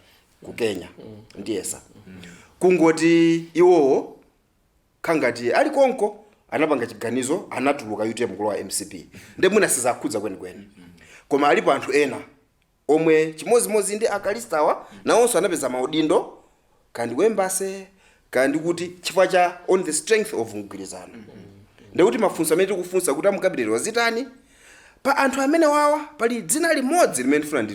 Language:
Nyanja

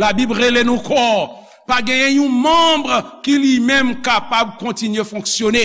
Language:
Haitian Creole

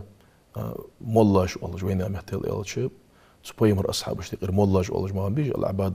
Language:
Ingush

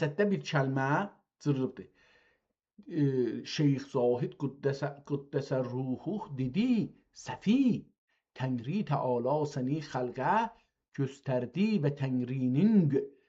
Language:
South Azerbaijani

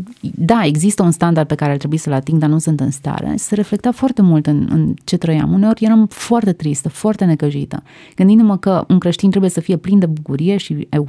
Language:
Romanian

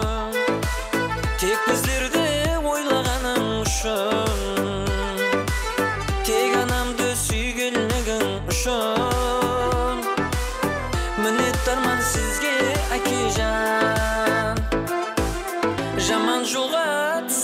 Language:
Kara-Kalpak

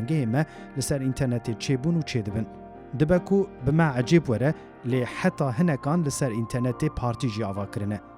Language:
Kurdish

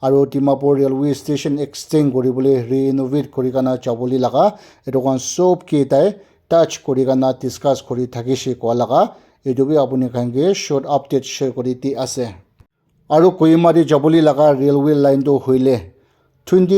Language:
Naga Pidgin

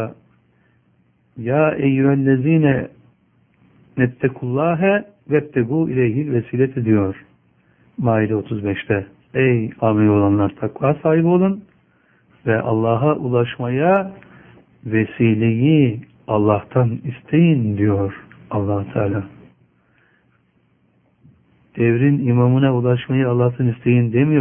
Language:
Turkish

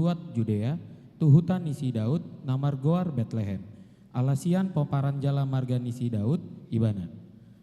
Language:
Batak Toba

